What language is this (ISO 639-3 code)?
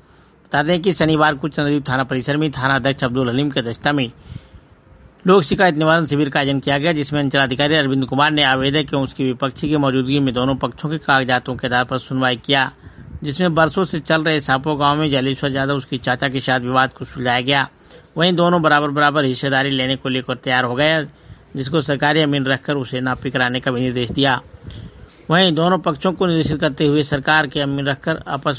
hin